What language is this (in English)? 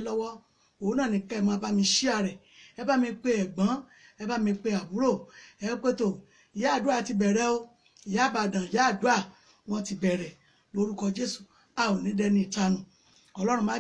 Yoruba